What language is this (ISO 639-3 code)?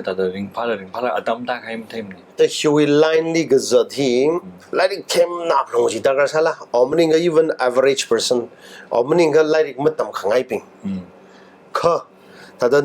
nmf